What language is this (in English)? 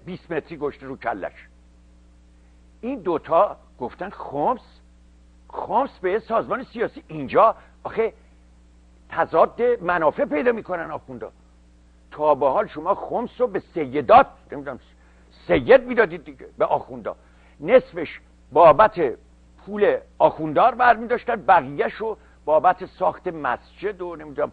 Persian